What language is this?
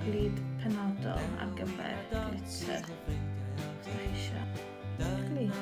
Welsh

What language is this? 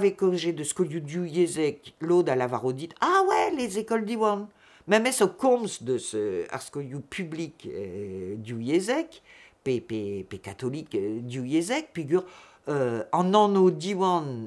Breton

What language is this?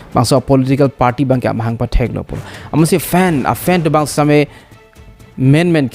Karbi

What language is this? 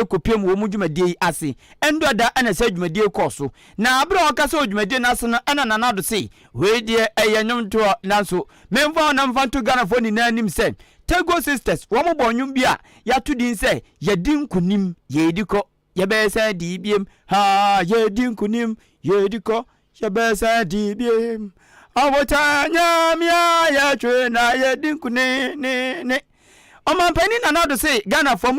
Akan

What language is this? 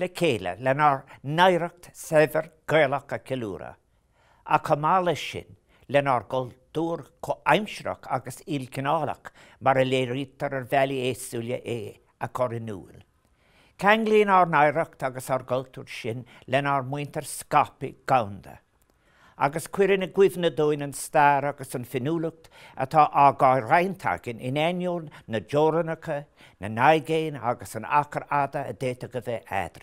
Irish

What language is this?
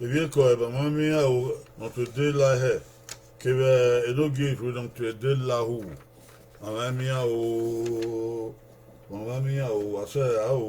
Bini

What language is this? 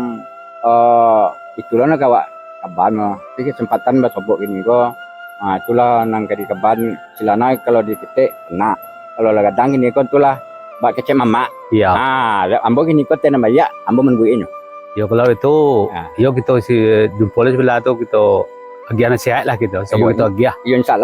Minangkabau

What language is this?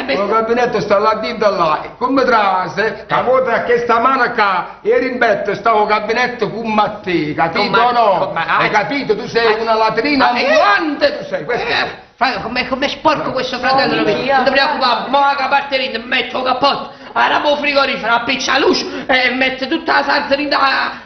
Neapolitan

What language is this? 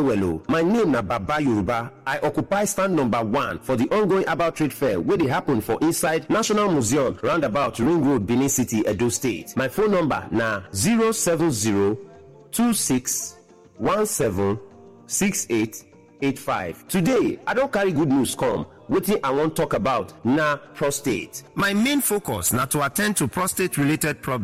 Nigerian Pidgin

